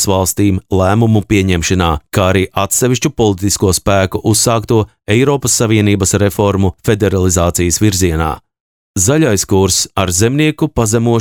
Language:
Latvian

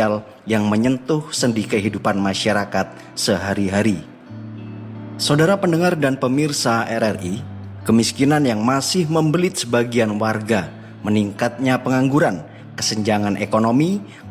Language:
Indonesian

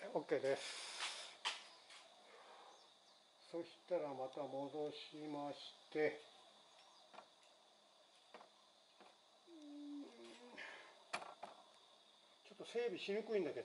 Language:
Japanese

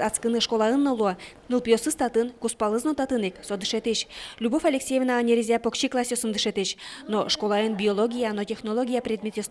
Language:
Udmurt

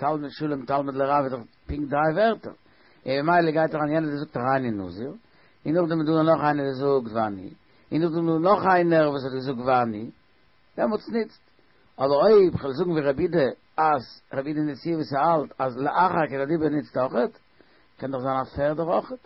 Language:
Yiddish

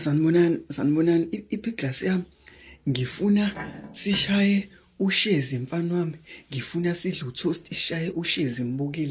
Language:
Zulu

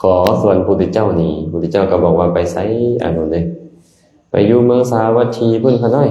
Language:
Lao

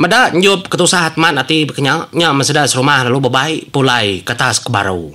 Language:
Iban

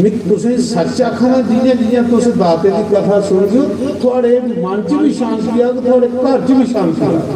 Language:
Dogri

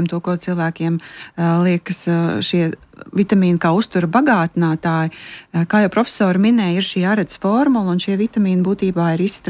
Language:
Latvian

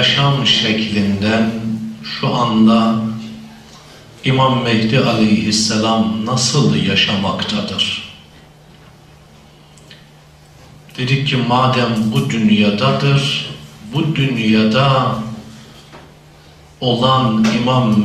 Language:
Turkish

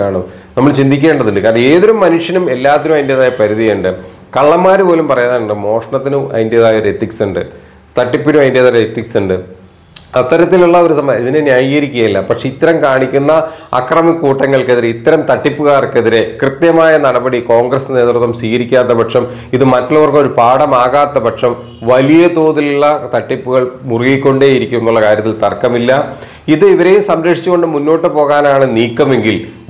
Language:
Malayalam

